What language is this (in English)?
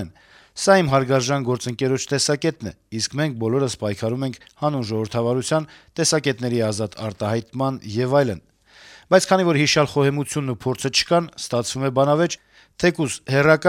Armenian